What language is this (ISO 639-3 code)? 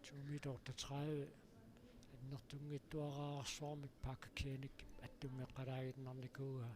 kal